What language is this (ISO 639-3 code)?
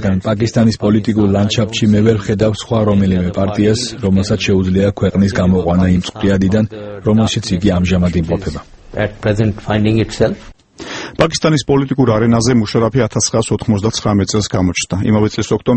kat